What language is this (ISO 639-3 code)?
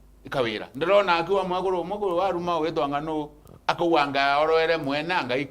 mer